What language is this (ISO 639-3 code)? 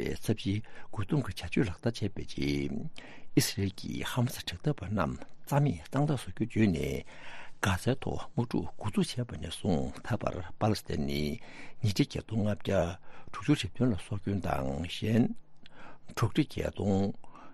bod